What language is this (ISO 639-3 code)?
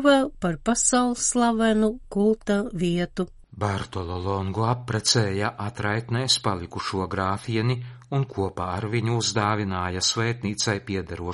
lav